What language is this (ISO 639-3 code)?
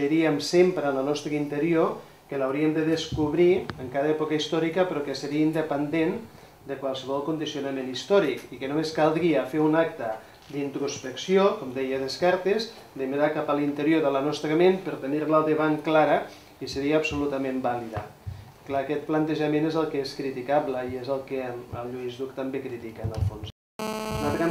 cat